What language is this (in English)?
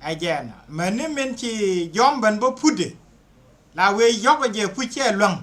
Nuer